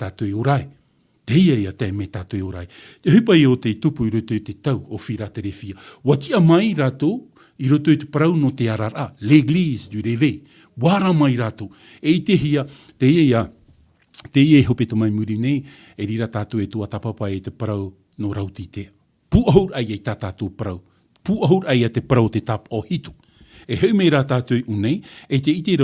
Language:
Tahitian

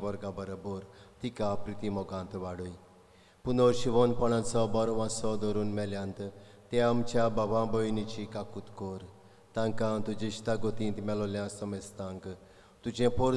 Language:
Konkani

